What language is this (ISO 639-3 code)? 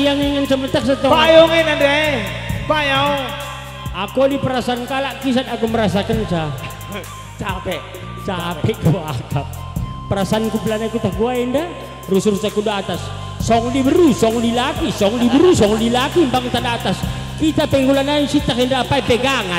btx